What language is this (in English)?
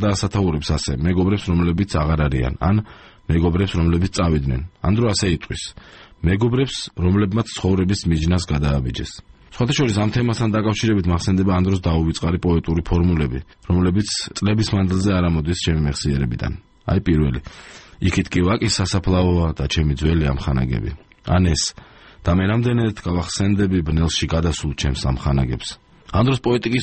Georgian